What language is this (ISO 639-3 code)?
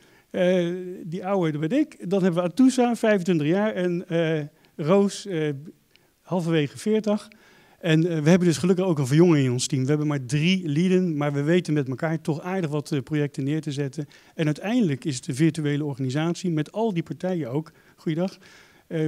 nld